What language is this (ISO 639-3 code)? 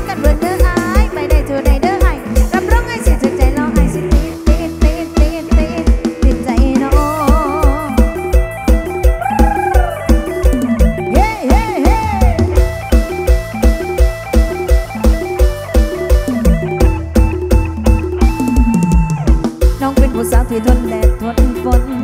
tts